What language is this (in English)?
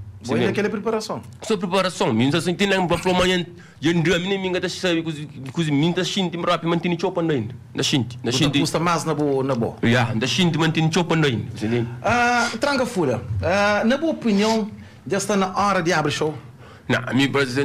Kabuverdianu